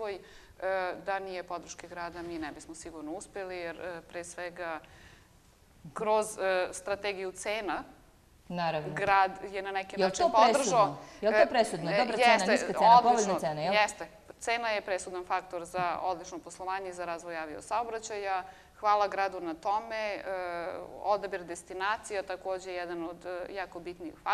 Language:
Serbian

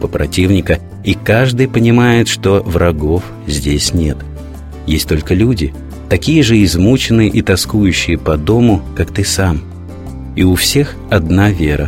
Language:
Russian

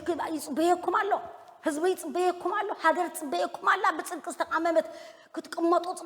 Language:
Tigrinya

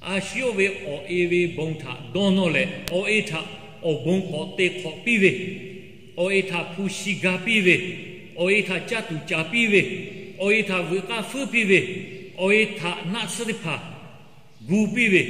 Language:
Lahu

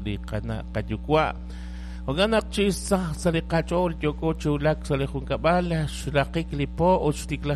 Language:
Kekchí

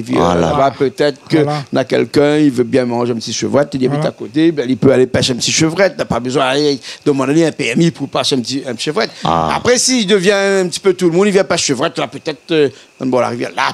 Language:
Réunion Creole French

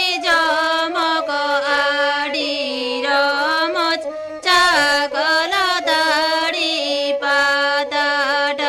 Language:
Santali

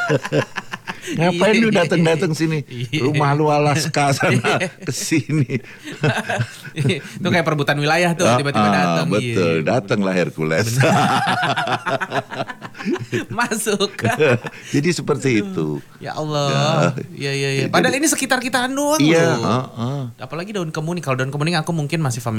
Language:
Indonesian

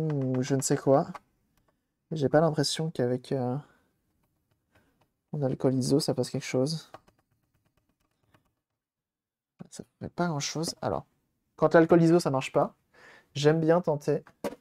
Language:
French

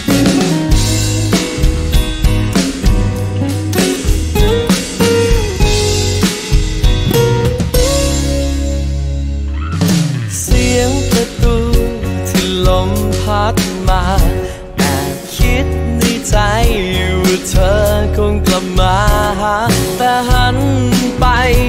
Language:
Thai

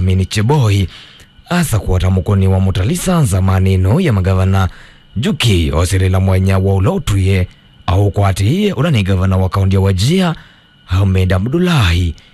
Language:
Kamba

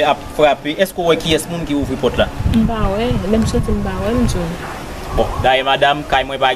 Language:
Haitian Creole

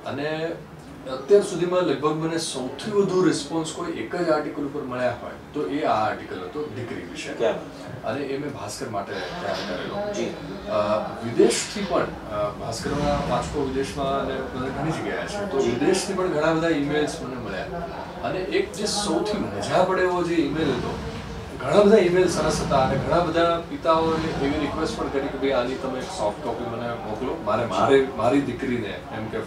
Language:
Gujarati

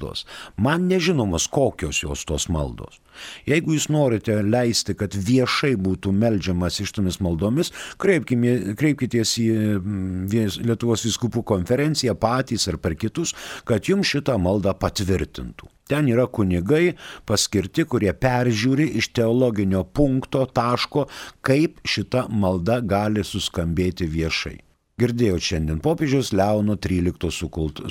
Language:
Lithuanian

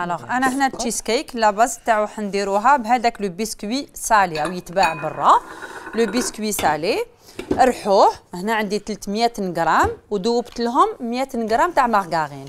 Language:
Algerian Arabic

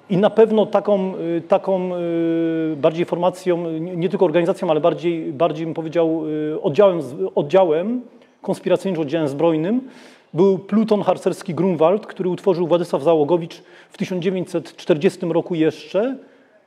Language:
Polish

